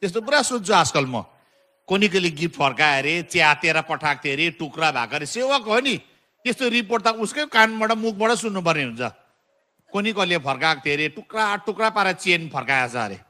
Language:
Nepali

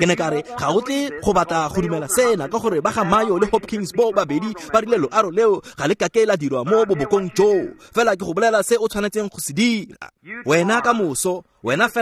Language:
Tswana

